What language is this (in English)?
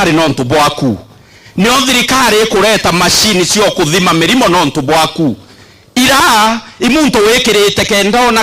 Meru